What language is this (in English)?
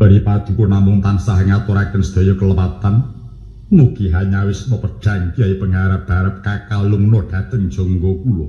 Javanese